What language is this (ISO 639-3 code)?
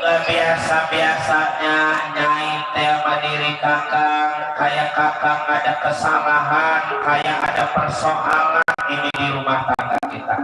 bew